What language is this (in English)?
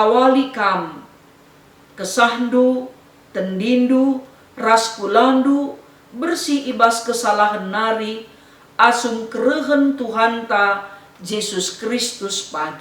Batak Karo